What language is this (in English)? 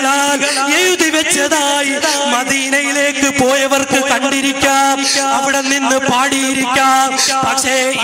Malayalam